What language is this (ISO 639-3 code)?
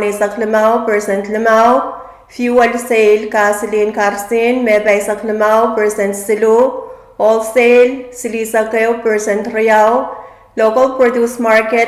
pon